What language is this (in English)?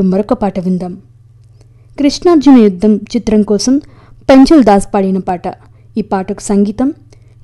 Telugu